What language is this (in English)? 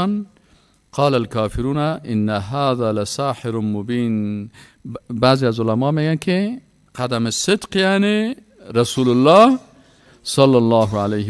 Persian